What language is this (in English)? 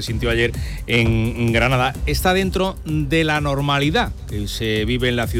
Spanish